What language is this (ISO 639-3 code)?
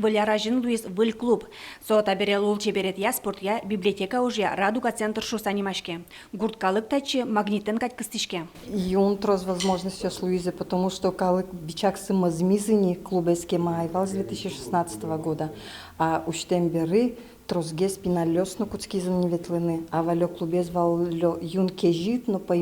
udm